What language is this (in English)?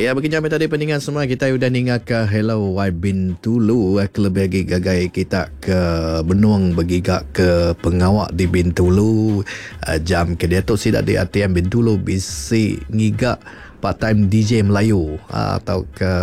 Iban